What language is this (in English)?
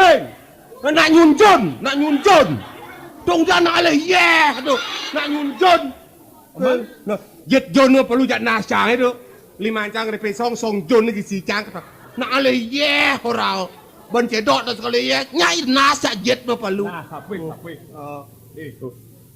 Balinese